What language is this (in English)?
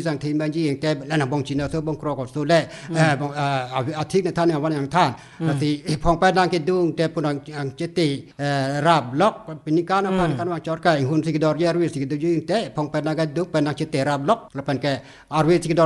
Karbi